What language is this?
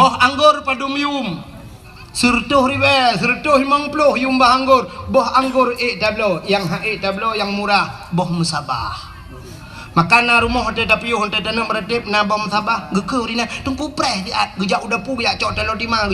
Achinese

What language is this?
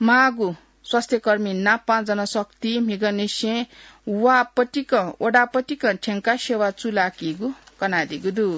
Newari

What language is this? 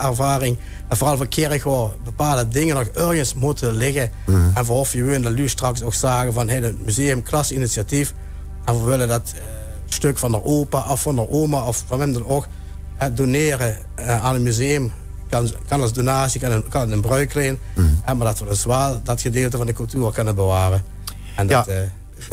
Limburgish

